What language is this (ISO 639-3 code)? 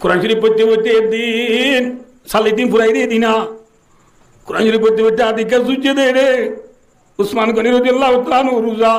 rhg